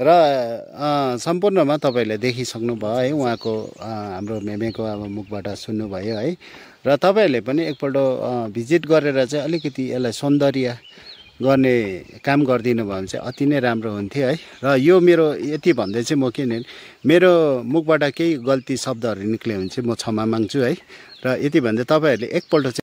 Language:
Nepali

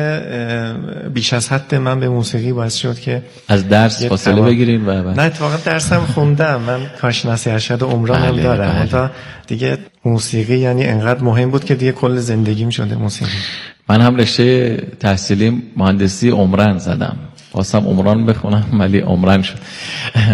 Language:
Persian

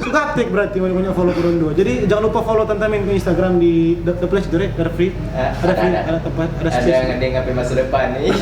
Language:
Manado Malay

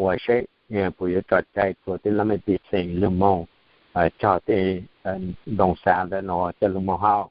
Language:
Hmong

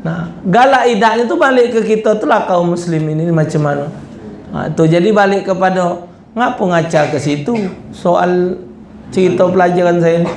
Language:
Musi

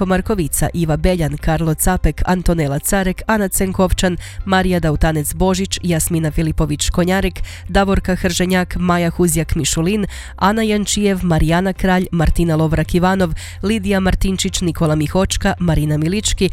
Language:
Croatian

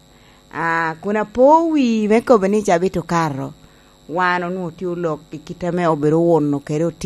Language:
Lango (Uganda)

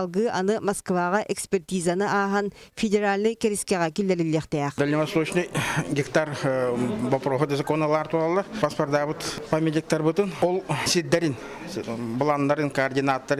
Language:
Yakut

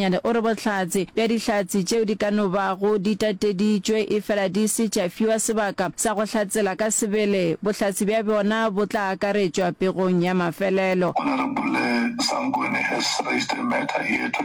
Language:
Northern Sotho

